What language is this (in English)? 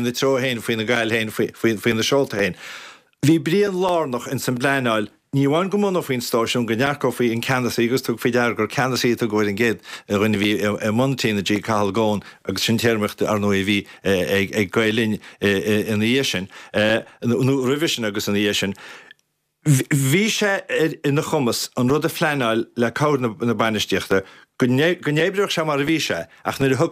Irish